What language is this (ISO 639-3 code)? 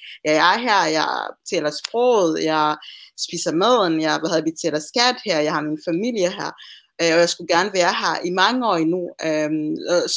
dan